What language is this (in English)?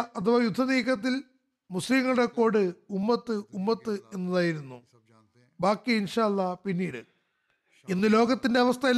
Malayalam